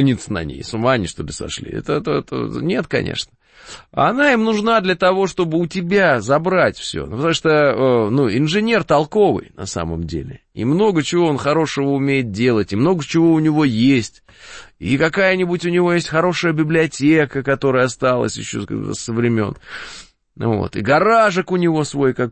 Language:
Russian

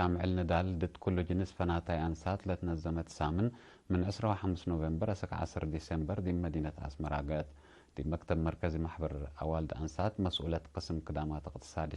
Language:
Tigre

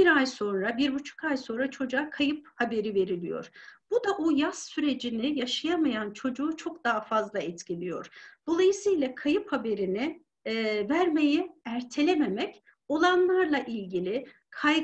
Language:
Turkish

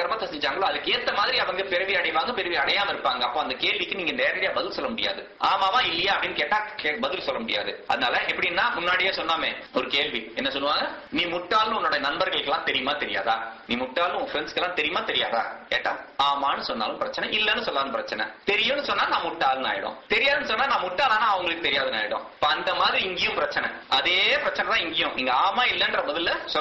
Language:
Tamil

